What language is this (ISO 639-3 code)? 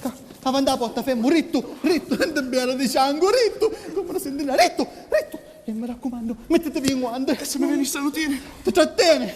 scn